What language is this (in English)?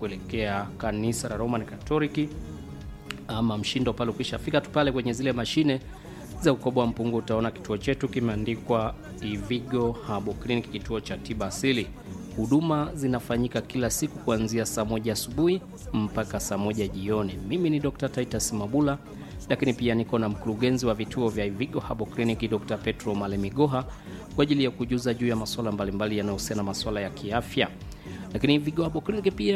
Swahili